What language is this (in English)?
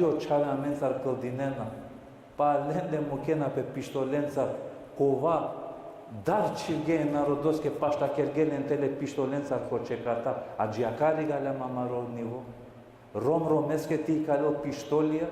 Balkan Romani